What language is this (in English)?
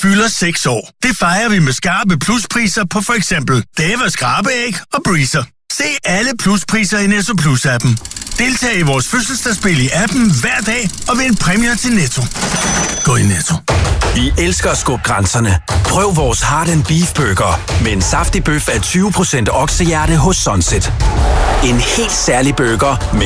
Danish